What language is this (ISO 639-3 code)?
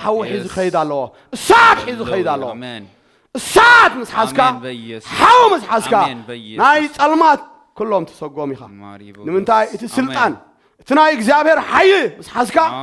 tir